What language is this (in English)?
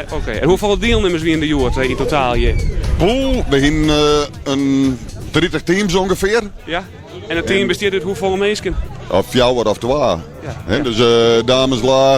Western Frisian